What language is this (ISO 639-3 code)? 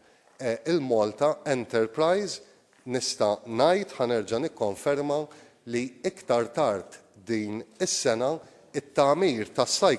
mlt